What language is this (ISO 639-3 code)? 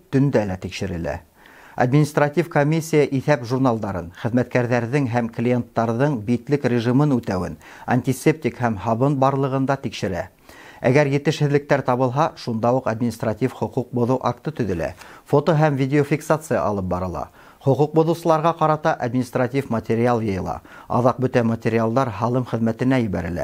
bak